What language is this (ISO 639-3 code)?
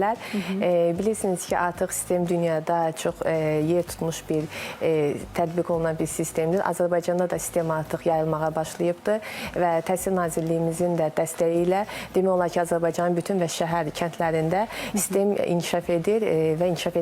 aze